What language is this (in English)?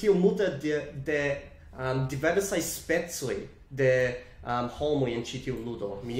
Esperanto